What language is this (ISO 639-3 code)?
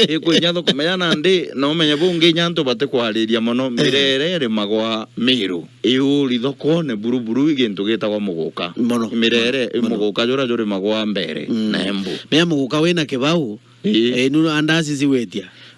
mer